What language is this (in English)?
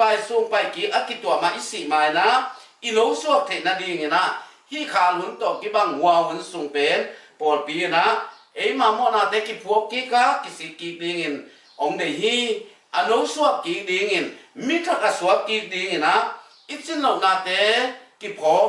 Tedim Chin